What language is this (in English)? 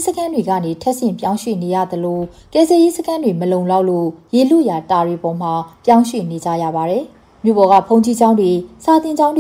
Burmese